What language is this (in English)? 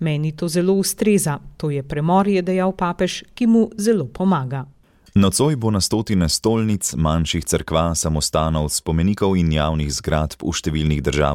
Slovenian